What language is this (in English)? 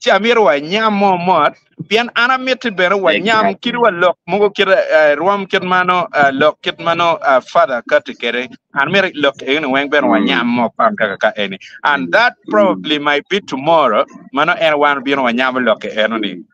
Acoli